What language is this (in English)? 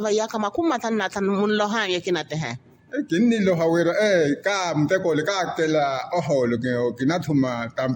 Makhuwa